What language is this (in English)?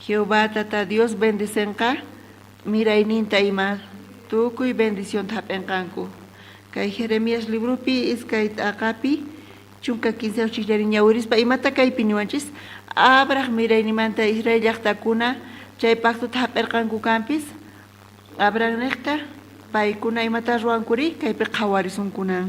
South Bolivian Quechua